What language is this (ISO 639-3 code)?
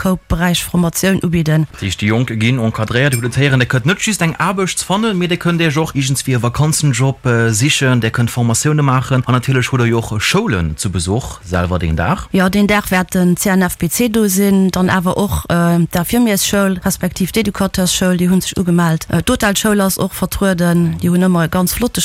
ltz